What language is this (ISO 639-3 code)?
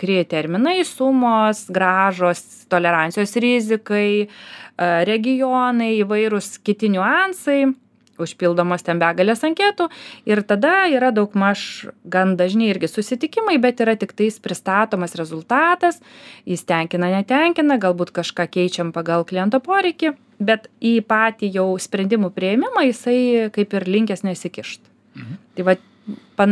lit